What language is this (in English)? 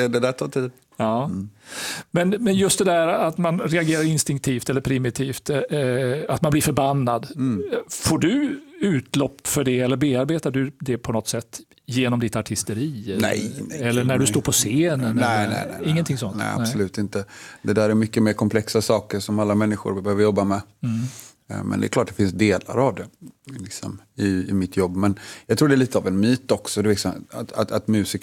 Swedish